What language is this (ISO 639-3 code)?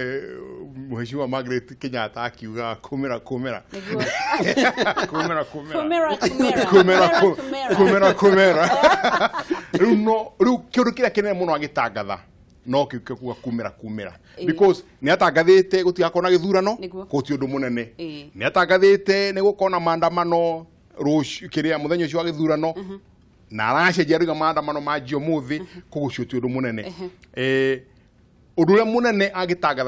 kik